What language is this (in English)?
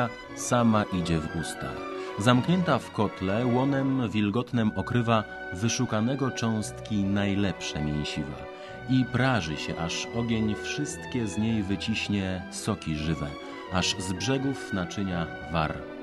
Polish